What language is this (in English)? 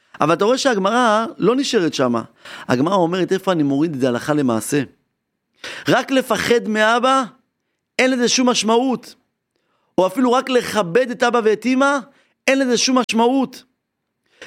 Hebrew